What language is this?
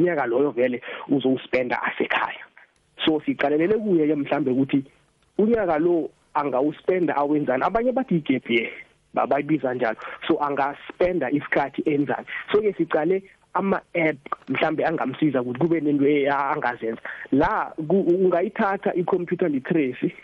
South Ndebele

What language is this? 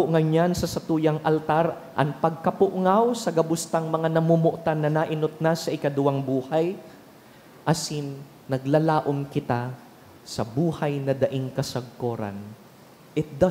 Bikol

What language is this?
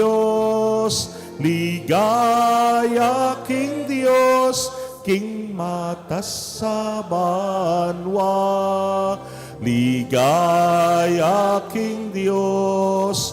Pampanga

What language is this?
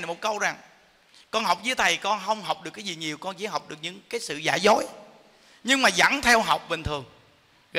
Vietnamese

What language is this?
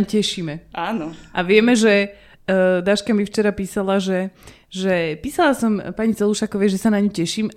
Slovak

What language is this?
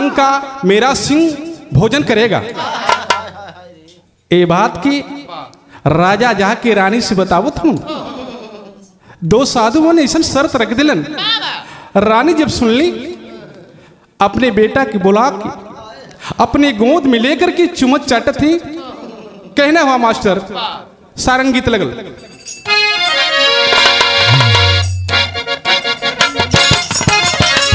Bhojpuri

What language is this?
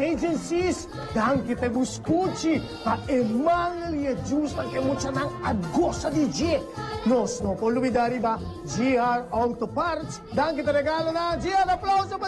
Papiamento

